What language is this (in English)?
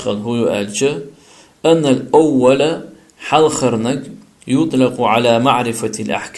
Chechen